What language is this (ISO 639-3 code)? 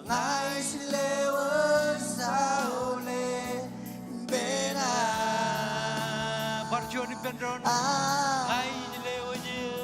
mah